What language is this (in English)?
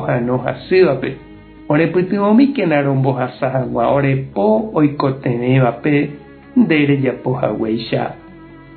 Guarani